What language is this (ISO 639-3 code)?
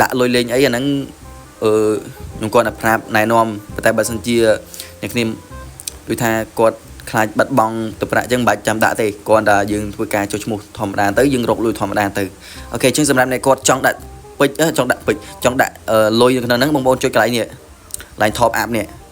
khm